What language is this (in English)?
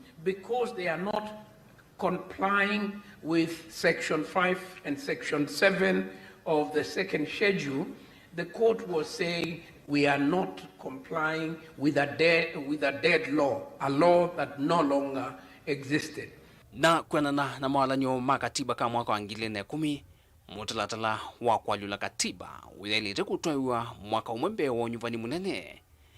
Kamba